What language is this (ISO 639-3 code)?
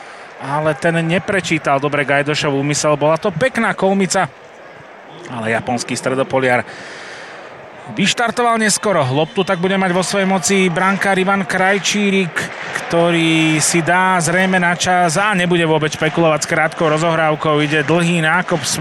slk